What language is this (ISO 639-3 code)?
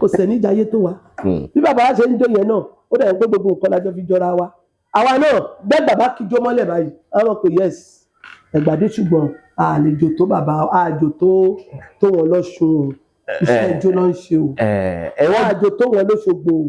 yor